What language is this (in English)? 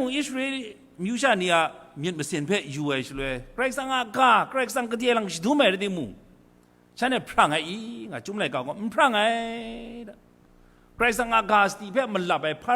Kachin